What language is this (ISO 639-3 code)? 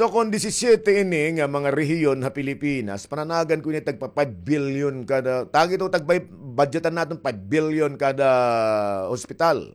war